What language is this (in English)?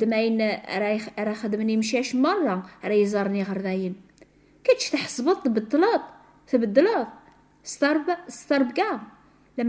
Kabyle